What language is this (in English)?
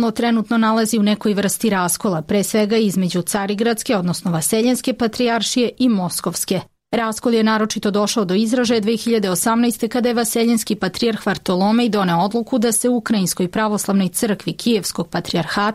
Serbian